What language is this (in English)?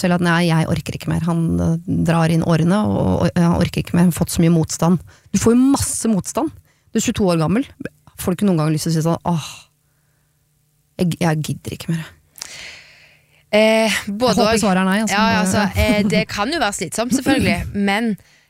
Norwegian